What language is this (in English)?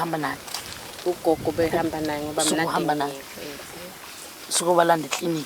Zulu